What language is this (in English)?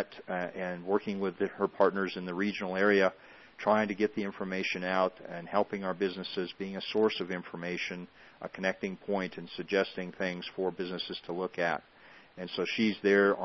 English